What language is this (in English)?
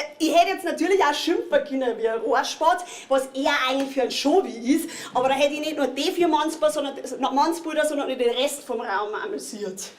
Bavarian